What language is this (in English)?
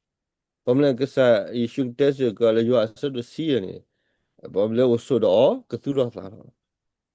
S'gaw Karen